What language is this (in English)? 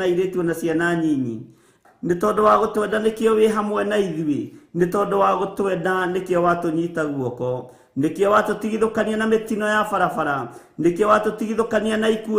Kikuyu